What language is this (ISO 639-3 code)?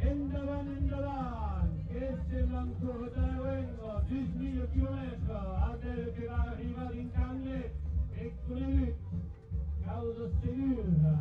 oci